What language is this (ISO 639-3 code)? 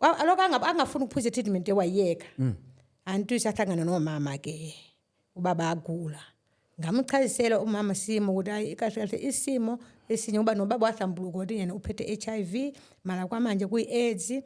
zul